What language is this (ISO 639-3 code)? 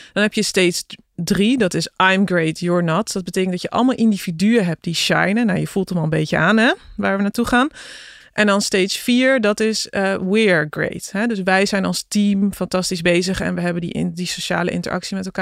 nld